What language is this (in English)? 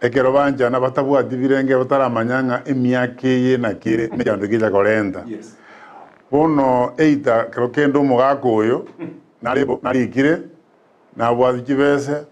Gusii